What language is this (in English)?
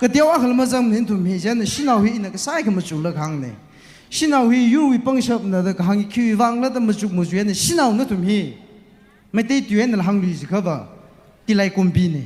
Tangkhul Naga (India)